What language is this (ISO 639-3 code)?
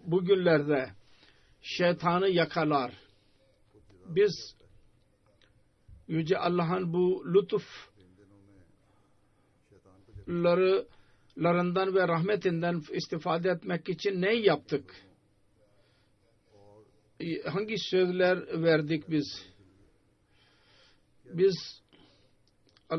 tur